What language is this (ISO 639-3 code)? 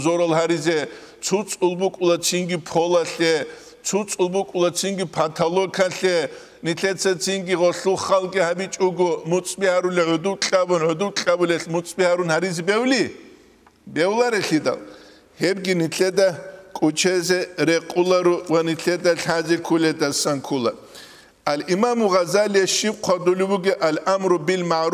ava